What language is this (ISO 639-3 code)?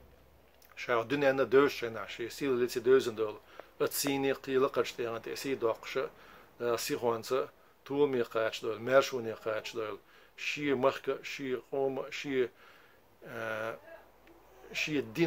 che